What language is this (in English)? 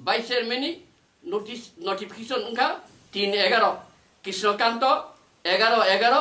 Kok Borok